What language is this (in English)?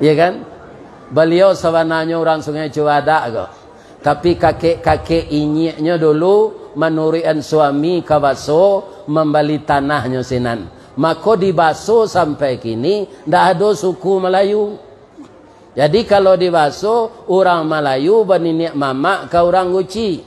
Minangkabau